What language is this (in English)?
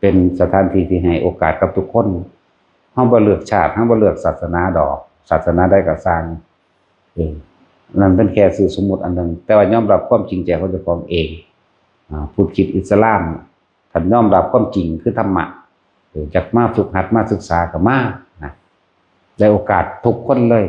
Northeastern Thai